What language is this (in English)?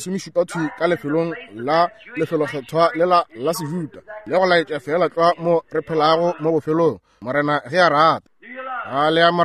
Northern Sotho